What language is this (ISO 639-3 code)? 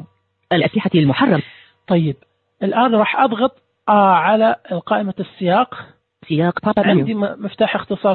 ars